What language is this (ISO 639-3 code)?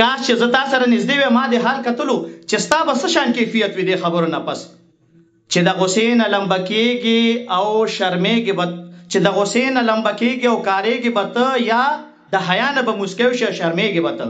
pus